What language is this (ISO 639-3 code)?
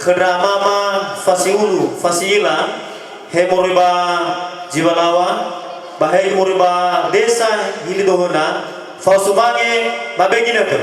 nia